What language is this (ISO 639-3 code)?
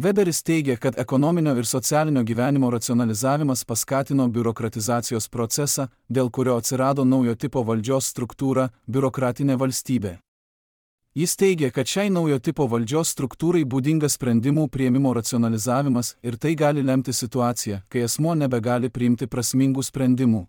lit